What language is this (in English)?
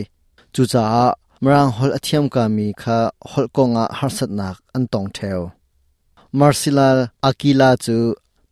Hakha Chin